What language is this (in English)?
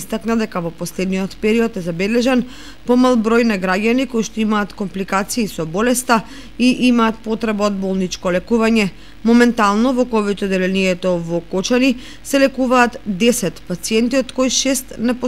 Macedonian